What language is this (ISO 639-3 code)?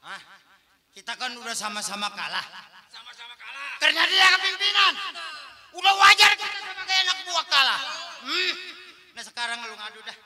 bew